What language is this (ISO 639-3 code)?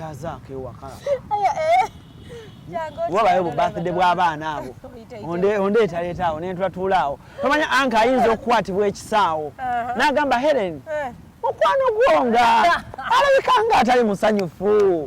lug